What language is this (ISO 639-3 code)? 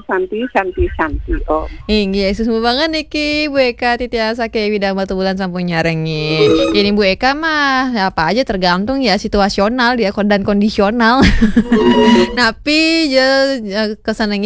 ban